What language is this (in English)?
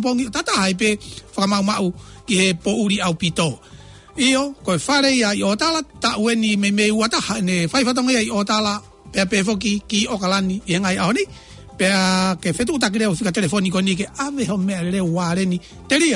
Tongan